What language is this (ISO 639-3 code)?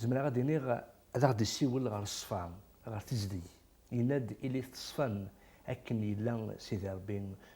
kab